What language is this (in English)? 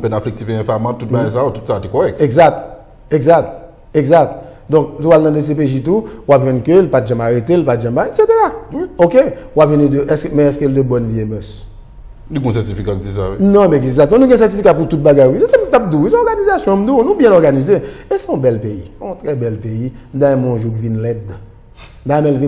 Haitian Creole